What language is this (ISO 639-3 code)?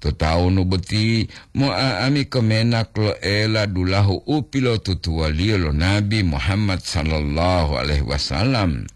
gor